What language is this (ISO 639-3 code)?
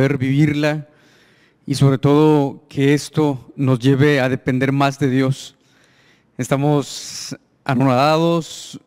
spa